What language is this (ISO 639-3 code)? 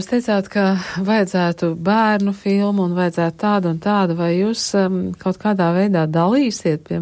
lav